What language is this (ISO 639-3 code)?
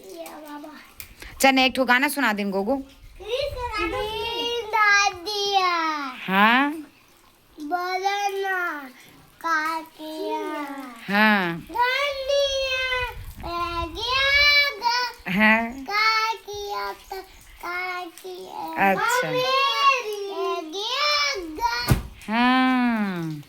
hne